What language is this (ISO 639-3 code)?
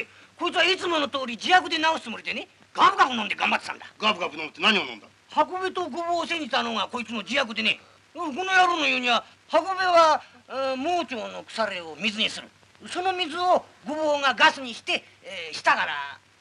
jpn